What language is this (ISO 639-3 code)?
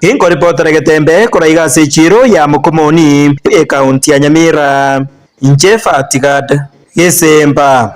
guz